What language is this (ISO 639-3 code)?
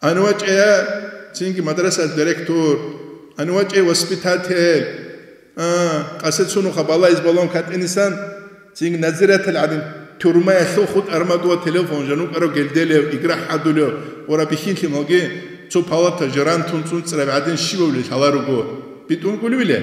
ava